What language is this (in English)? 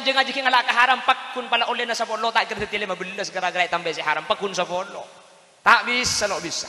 Madurese